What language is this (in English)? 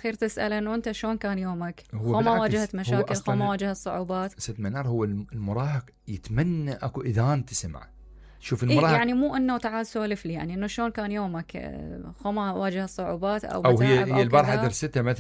Mesopotamian Arabic